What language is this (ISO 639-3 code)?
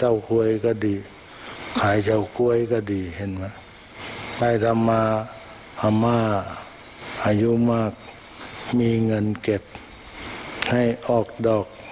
tha